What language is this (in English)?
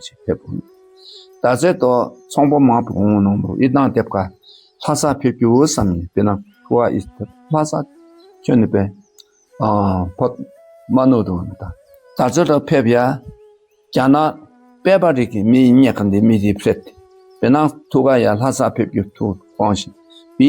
Dakpakha